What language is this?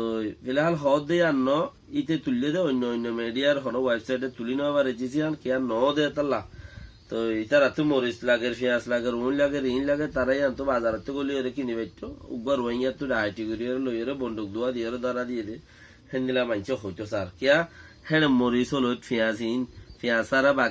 Rohingya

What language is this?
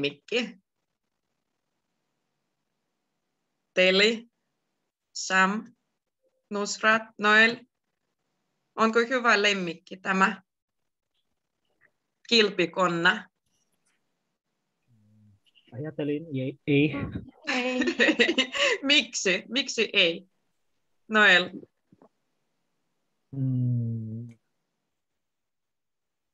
Finnish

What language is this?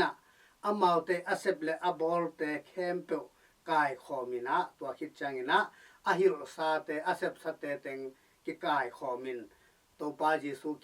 Tedim Chin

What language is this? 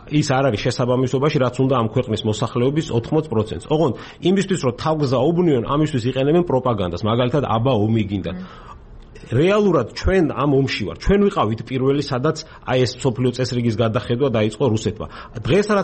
Georgian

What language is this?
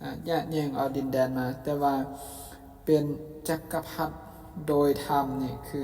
Lao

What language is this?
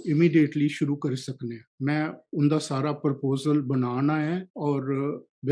Dogri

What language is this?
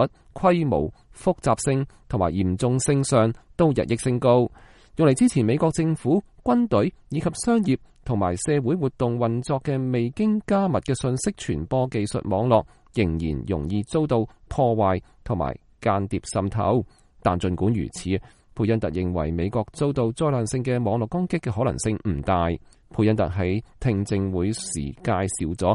Cantonese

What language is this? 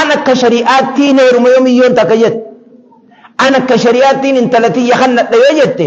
Oromo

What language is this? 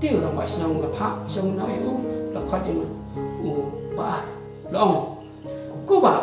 Khasi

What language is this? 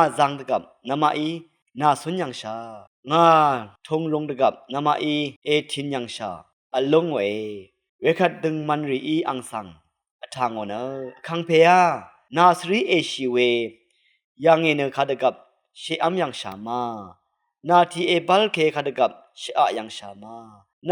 Rawang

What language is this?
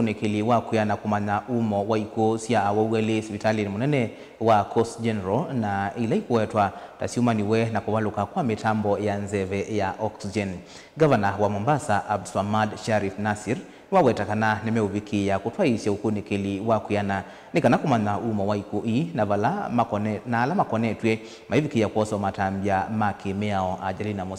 Kamba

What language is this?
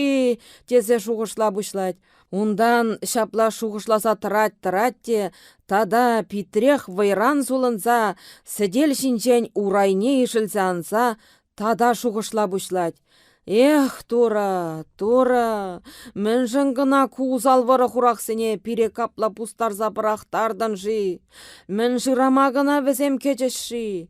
Chuvash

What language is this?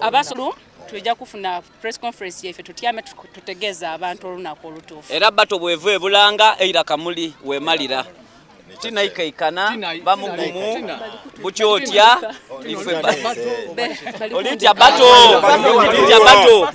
Soga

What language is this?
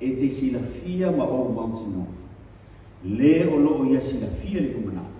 Samoan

